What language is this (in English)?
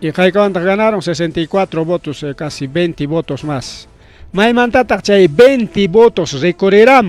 Ayacucho Quechua